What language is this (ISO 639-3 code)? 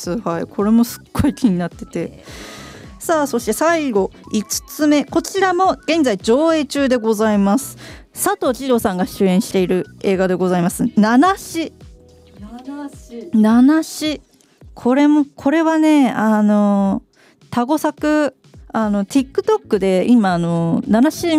jpn